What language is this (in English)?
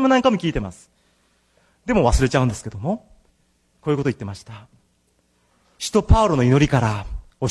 Japanese